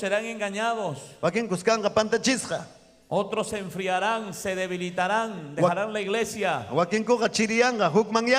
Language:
Ayacucho Quechua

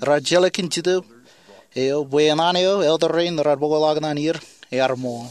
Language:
Marshallese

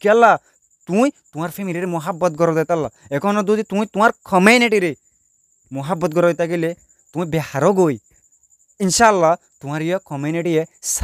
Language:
Rohingya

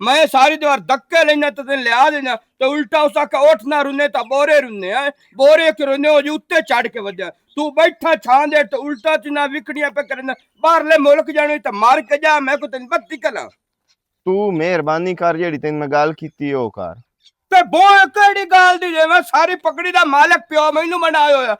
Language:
Western Panjabi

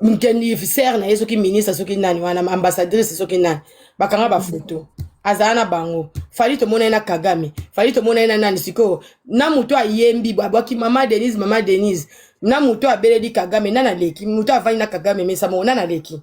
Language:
Lingala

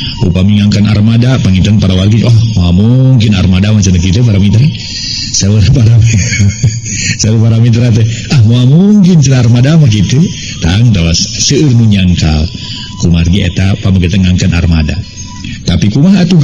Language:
Sundanese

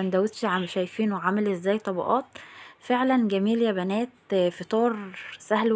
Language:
Egyptian Arabic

